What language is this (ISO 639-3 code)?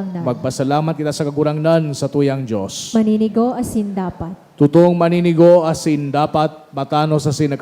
bik